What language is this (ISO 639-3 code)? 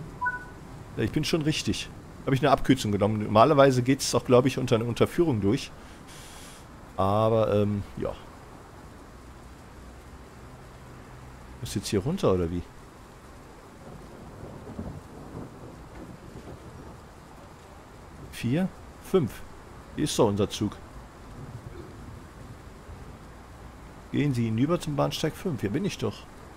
deu